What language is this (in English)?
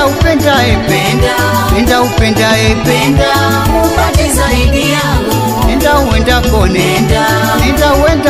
Swahili